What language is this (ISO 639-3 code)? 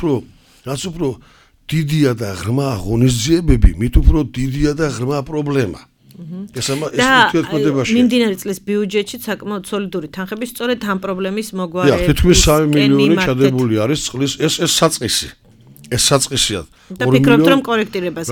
kat